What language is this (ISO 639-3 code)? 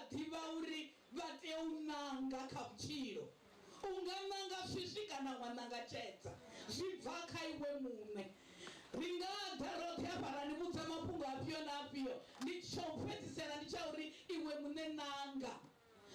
ven